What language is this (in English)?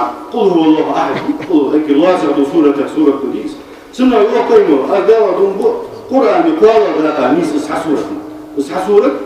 Ingush